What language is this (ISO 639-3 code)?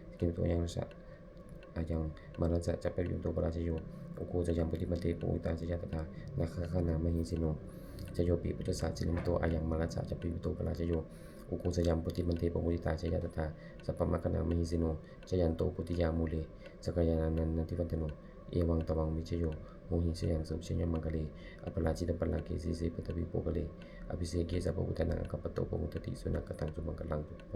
pli